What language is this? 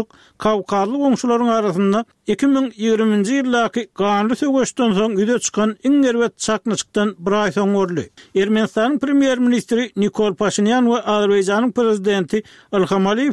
Turkmen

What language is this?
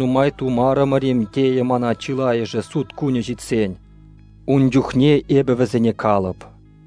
Chuvash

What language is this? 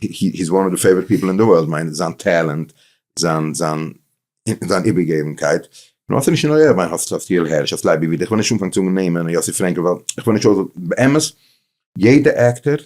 Yiddish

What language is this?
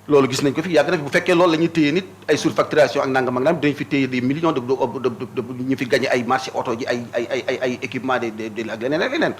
Wolof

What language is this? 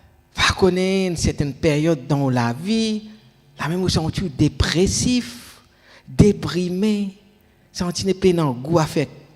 Morisyen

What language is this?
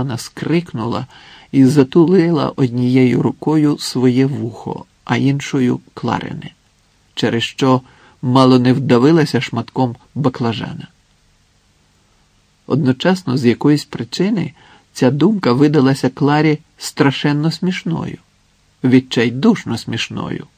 Ukrainian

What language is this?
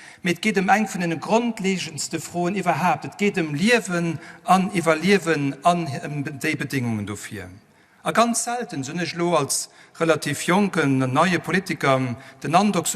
Luxembourgish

